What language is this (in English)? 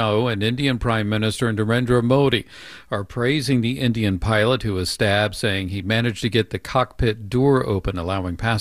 English